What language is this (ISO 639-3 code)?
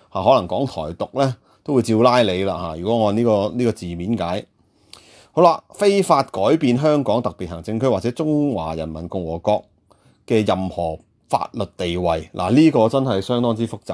yue